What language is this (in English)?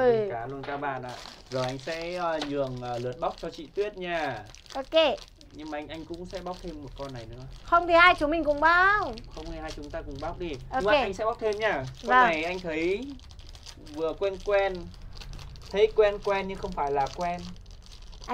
Vietnamese